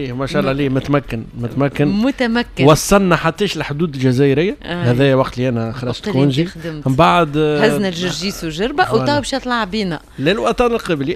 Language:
Tunisian Arabic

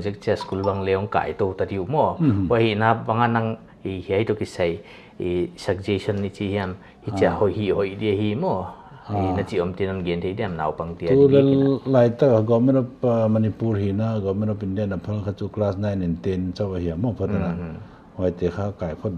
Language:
Paite Chin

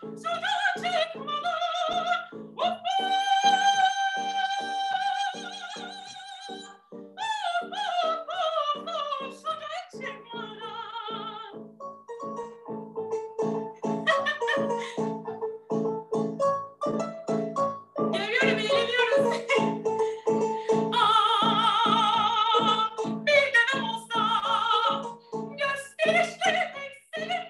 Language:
Turkish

